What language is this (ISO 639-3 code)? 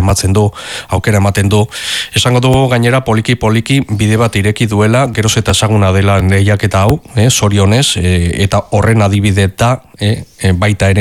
eus